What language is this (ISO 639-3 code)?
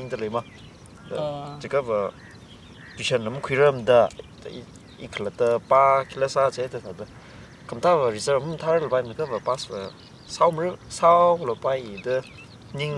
nmf